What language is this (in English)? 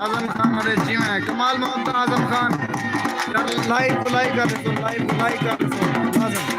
Saraiki